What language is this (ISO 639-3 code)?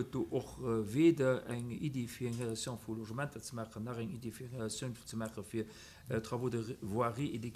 ltz